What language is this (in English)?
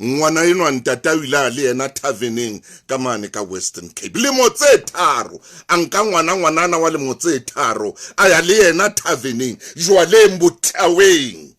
Southern Sotho